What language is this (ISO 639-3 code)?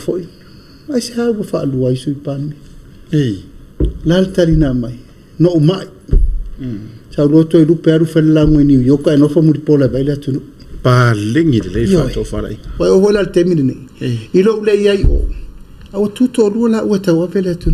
smo